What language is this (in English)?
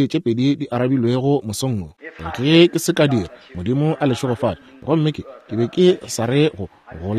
Northern Sotho